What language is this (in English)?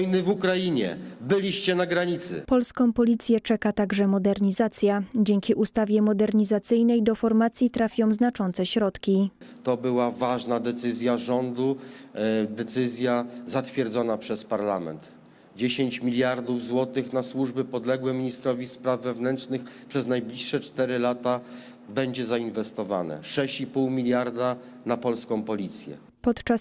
Polish